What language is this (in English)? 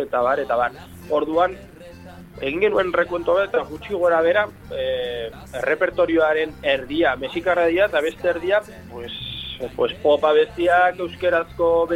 Basque